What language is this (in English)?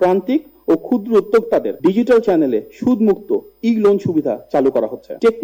Bangla